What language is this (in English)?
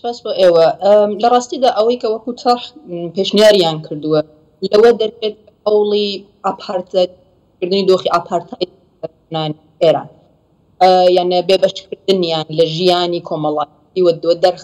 Central Kurdish